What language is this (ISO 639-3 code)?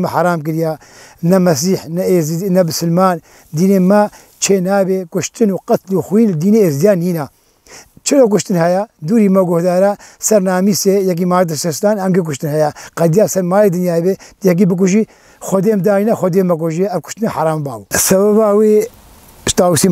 kur